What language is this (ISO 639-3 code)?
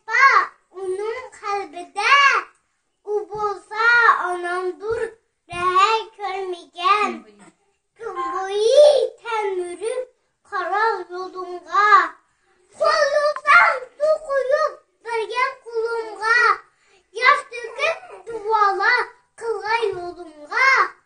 uig